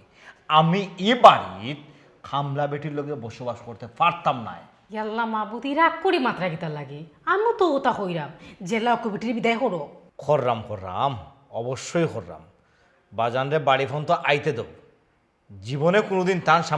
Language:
Sylheti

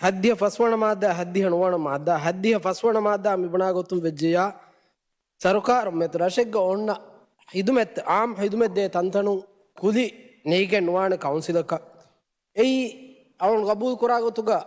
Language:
Divehi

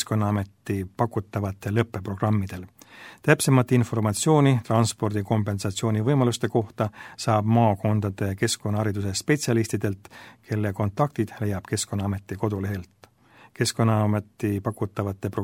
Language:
Estonian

